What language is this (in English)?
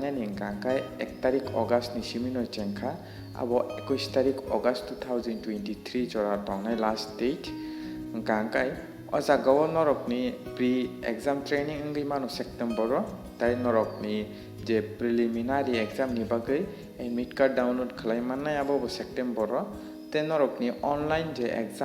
Kok Borok